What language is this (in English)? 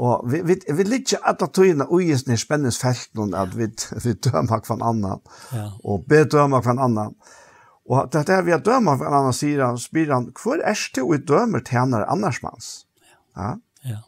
Faroese